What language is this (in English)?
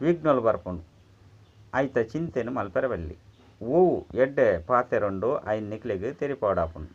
Tulu